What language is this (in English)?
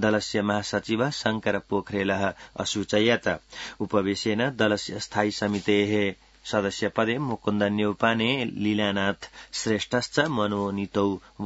Sanskrit